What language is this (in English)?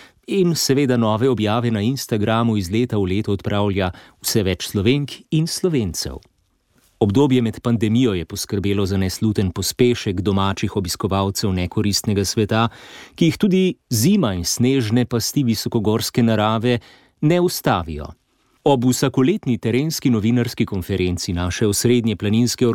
Slovenian